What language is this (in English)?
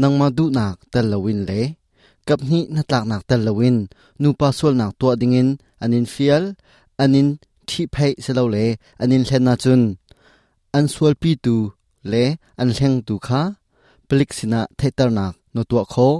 Hakha Chin